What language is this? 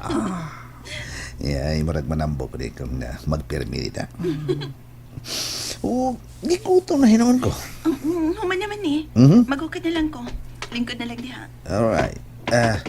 Cebuano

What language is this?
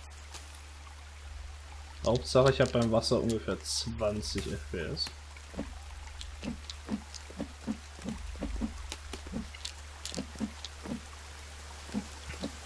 German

